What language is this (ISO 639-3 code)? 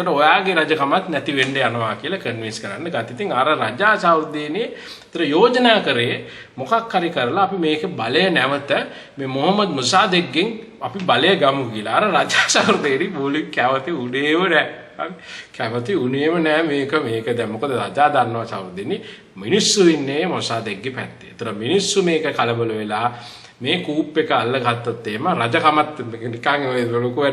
sin